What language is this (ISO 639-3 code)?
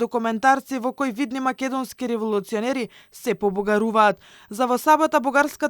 mkd